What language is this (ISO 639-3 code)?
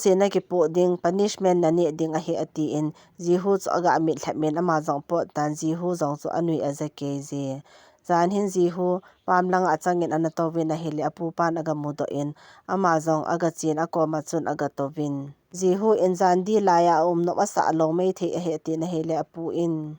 tcz